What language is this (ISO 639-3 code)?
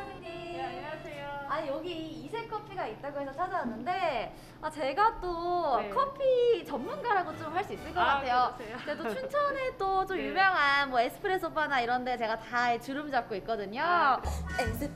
kor